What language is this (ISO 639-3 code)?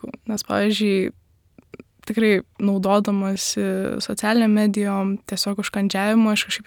lit